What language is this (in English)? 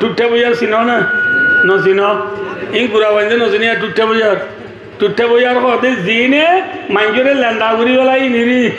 Rohingya